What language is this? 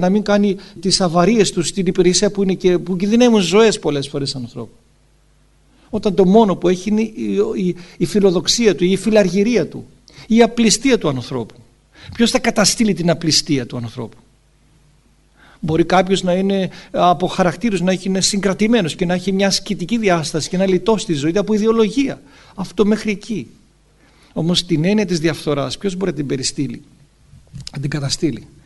Greek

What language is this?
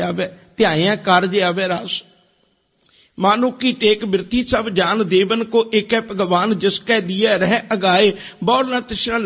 Punjabi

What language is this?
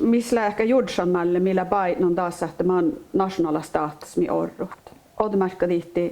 Northern Sami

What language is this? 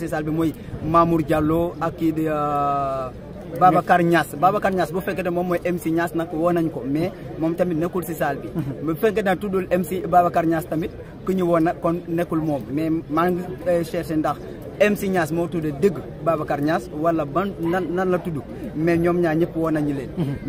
Wolof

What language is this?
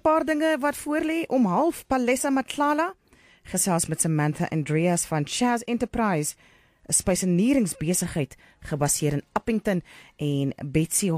Afrikaans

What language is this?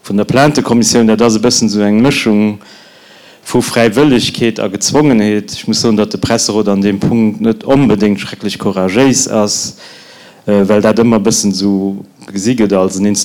Luxembourgish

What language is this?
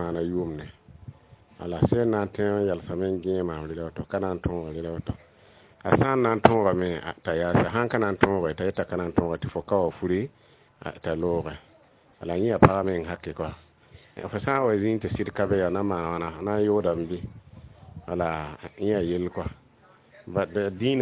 Mossi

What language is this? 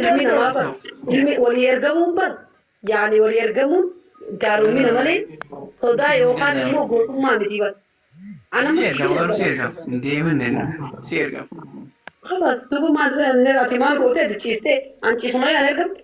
Oromo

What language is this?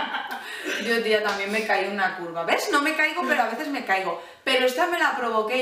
Spanish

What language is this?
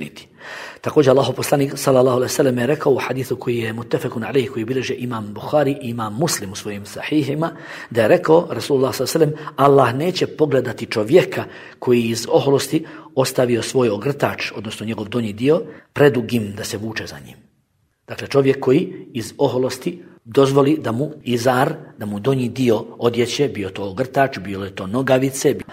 Bosnian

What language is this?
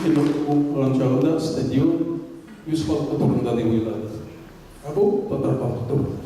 Tatar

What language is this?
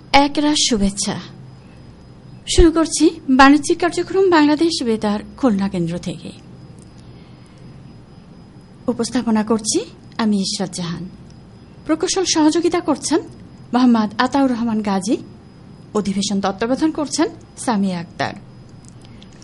Bangla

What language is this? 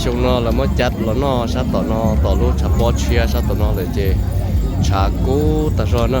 Hmong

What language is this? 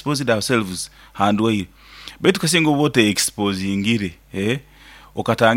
Nyoro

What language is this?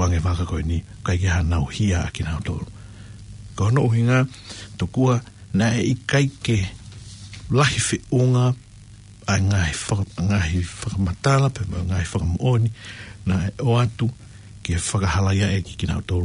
Tongan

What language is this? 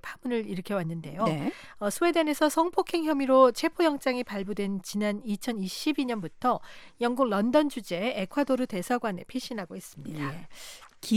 Korean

